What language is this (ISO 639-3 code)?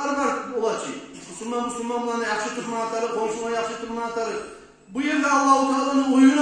kum